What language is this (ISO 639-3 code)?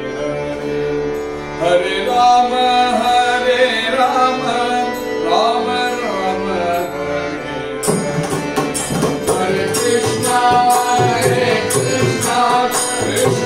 tam